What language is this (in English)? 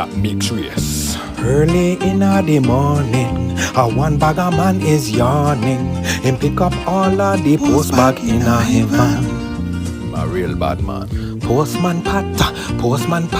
Jamaican Creole English